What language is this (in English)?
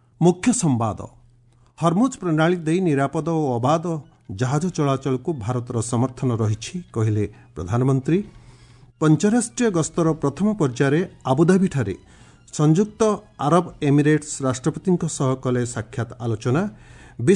Odia